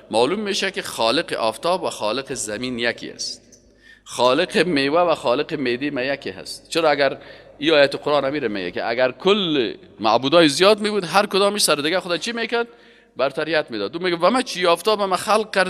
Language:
Persian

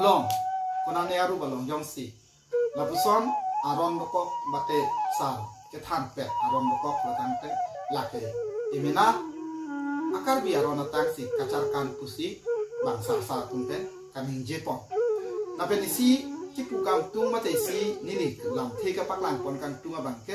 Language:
Karbi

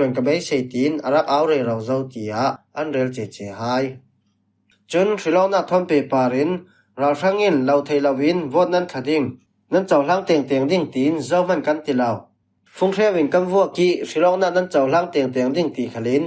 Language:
Falam Chin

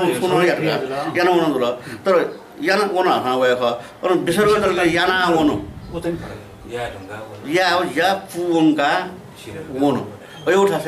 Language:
Newari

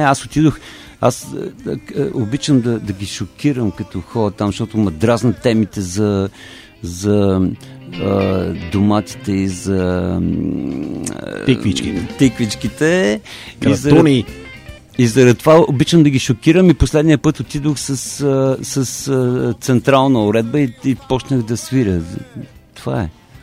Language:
Bulgarian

